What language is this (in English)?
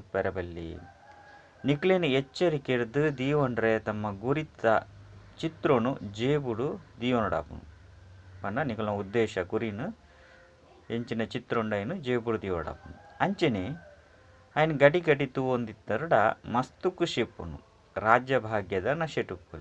Tulu